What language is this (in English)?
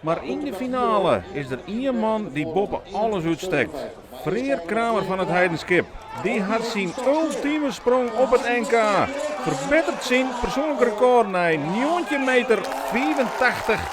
Western Frisian